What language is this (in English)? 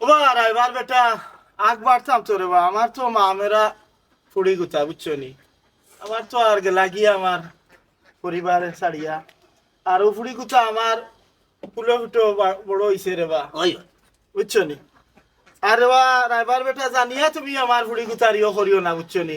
Sylheti